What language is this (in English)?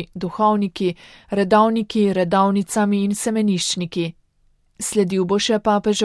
Slovenian